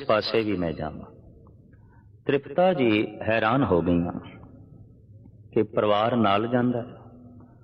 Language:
Punjabi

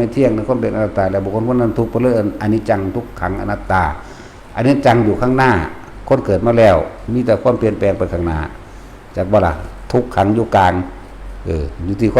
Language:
Northeastern Thai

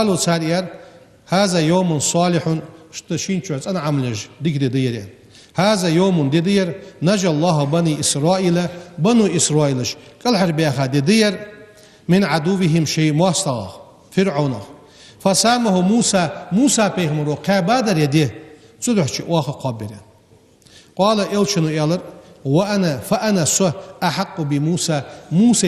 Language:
Ingush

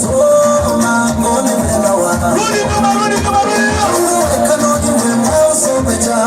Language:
Kamba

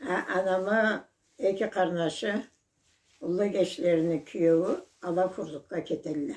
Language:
Karachay-Balkar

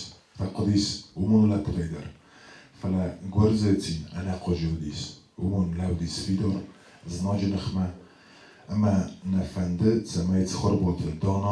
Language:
Ossetic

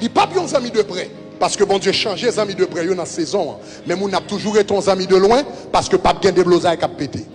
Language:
Haitian Creole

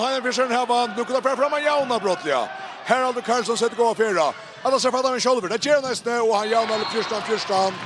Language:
Faroese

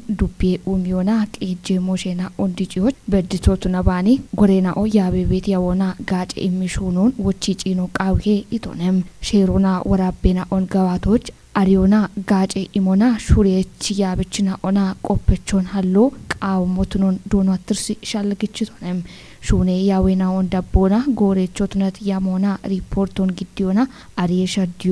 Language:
Kafa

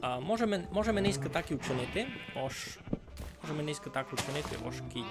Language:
Rusyn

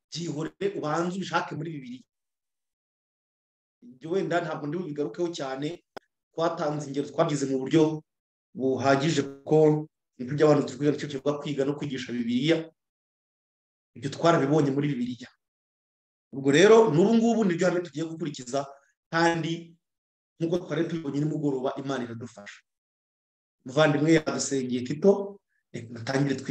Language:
Kinyarwanda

